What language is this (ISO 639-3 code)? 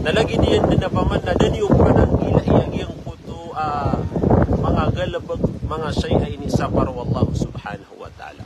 mrw